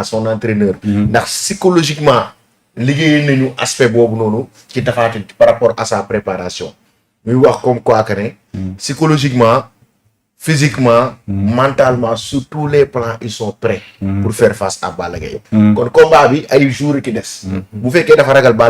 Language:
Wolof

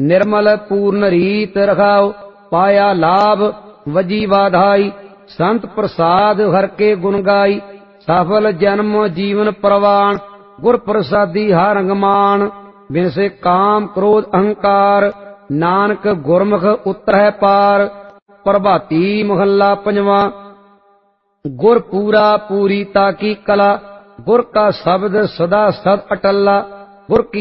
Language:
Punjabi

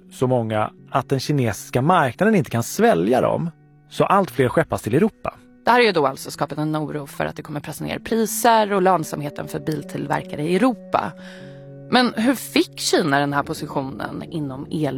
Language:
Swedish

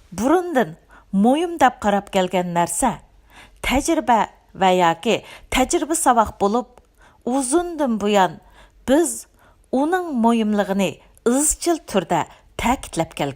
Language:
Uyghur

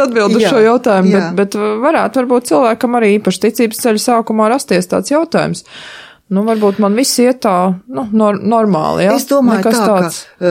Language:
Latvian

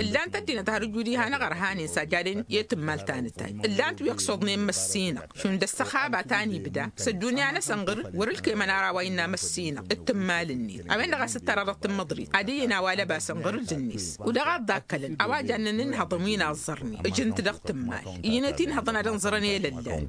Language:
Tamasheq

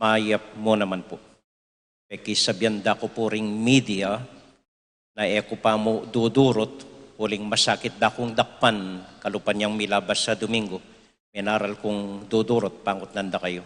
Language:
Pampanga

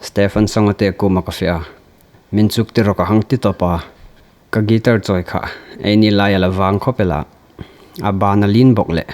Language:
Hmar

